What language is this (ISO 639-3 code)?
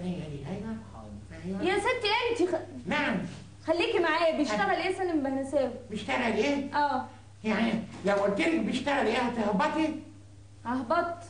arz